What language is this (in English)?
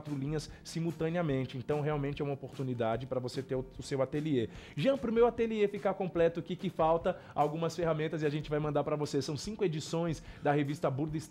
Portuguese